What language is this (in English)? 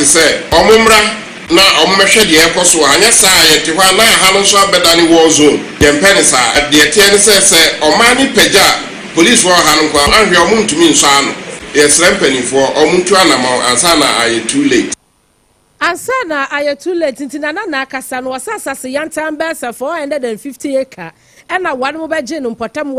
Akan